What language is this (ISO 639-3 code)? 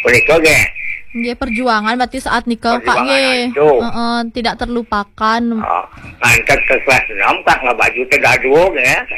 ban